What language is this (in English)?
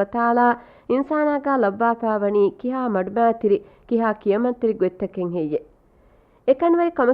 Divehi